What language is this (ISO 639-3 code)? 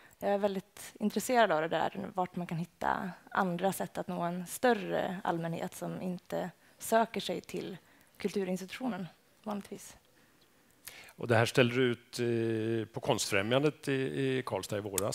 swe